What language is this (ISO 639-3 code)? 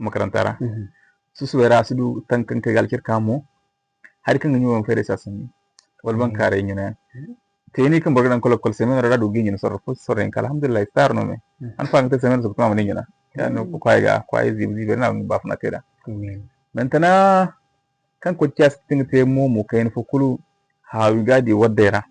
dje